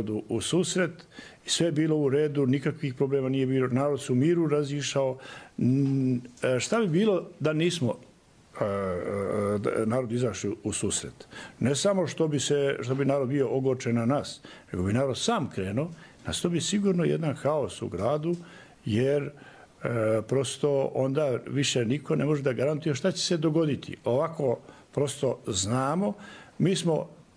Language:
Serbian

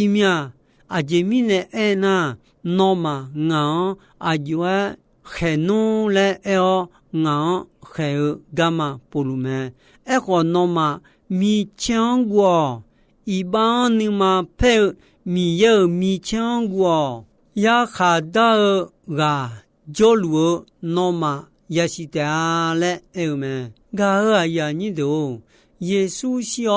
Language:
Akha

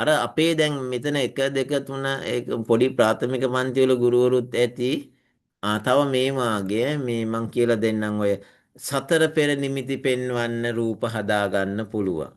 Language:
Sinhala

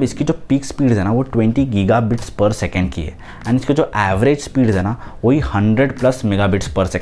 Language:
Hindi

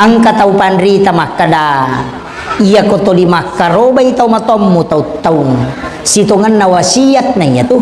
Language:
Buginese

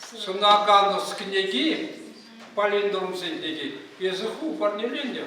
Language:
Chuvash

